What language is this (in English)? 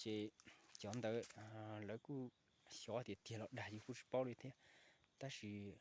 Hmong